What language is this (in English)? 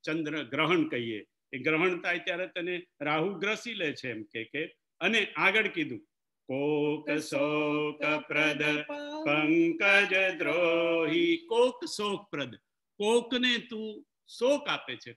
Gujarati